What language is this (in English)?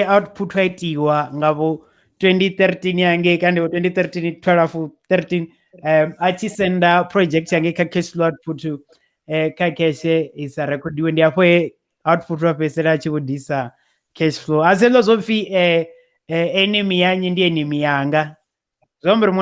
Venda